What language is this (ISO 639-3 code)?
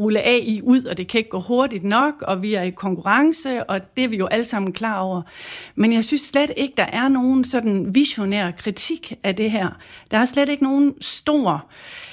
dan